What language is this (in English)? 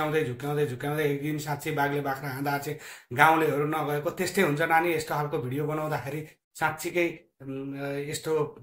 Nepali